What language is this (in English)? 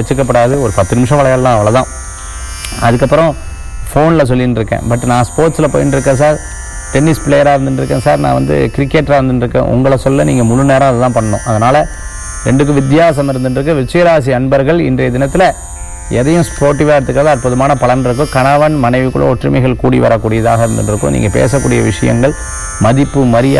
Tamil